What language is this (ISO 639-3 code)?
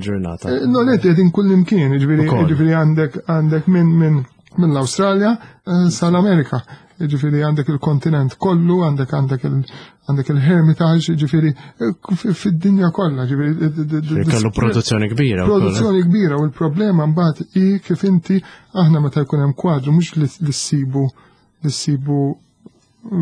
mlt